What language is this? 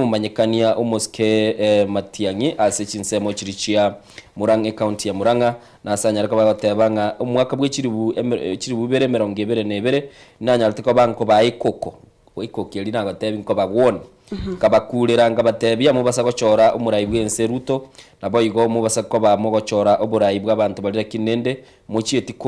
Gusii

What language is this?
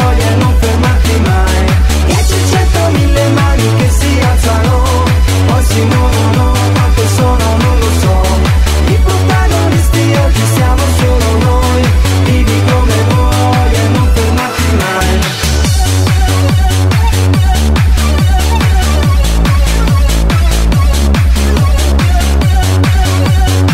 Italian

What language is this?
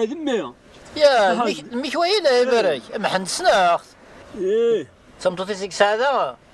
Kabyle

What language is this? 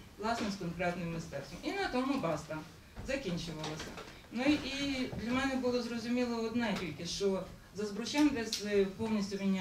Ukrainian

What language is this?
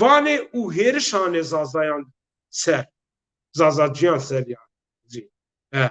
Zaza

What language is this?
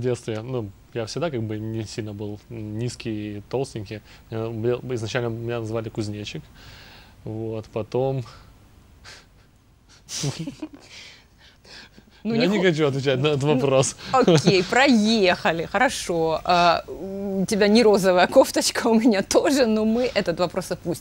Russian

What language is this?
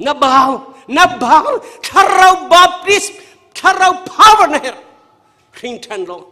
Hakha Chin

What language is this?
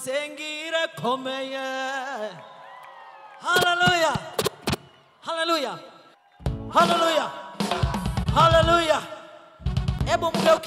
Kinyarwanda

